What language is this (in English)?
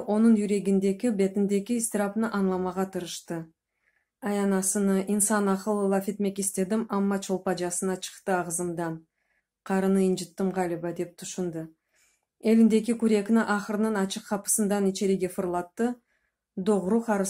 Crimean Tatar